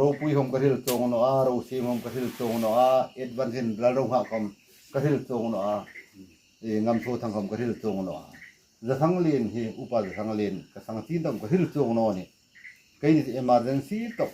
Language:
Hmar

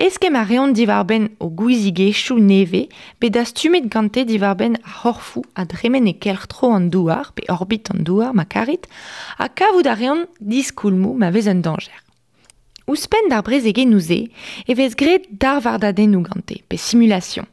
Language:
Breton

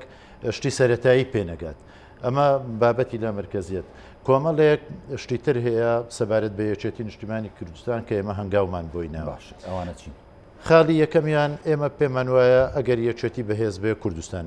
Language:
Central Kurdish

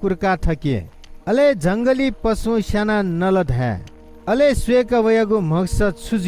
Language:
Newari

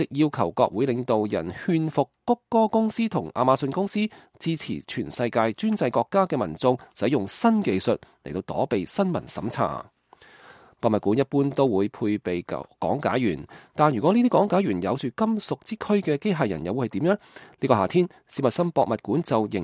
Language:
Cantonese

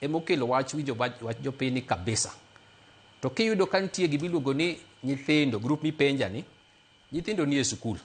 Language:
Luo (Kenya and Tanzania)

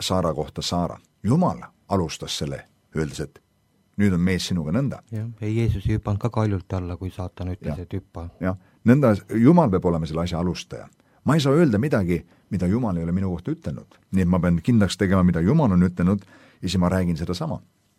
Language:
Estonian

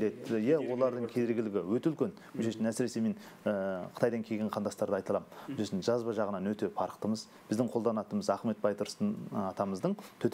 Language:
Kazakh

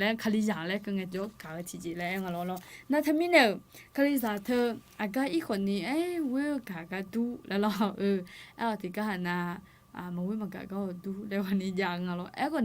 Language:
Akha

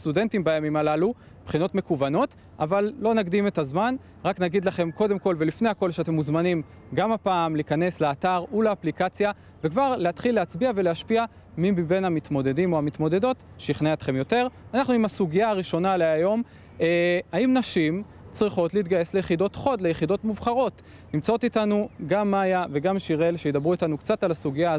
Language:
Hebrew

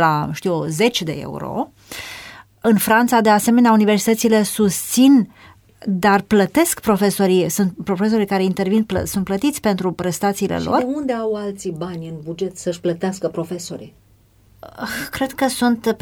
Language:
Romanian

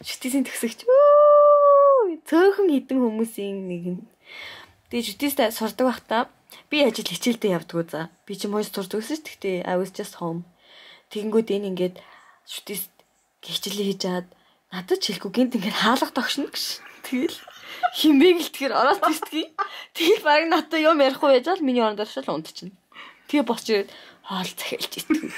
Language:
Mongolian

